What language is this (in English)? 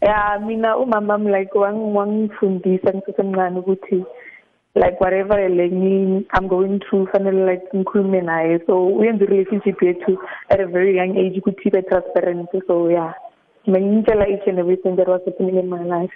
South Ndebele